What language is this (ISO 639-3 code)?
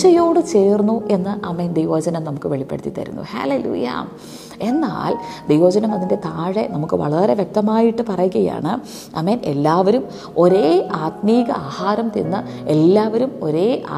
mal